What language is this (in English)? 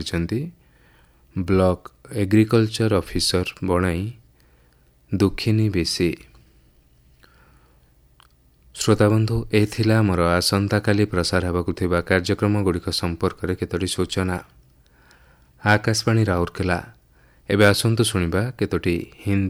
Odia